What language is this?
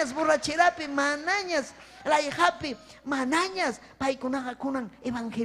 Ayacucho Quechua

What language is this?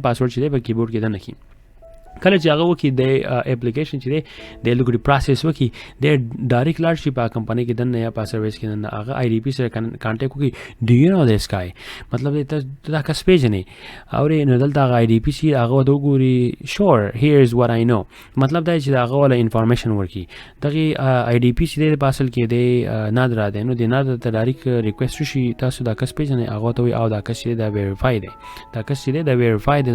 Pashto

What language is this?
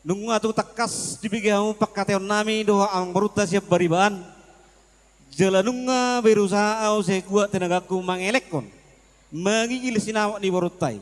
Batak Toba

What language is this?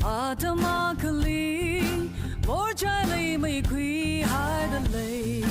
Tangkhul Naga (India)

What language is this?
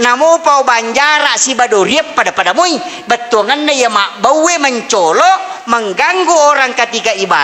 Buginese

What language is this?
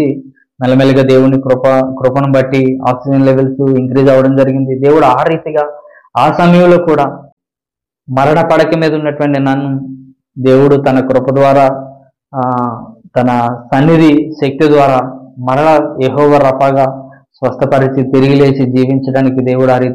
Telugu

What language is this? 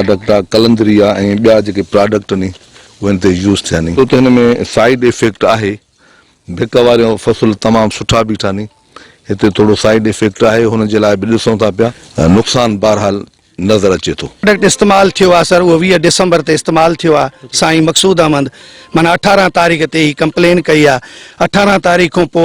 Sindhi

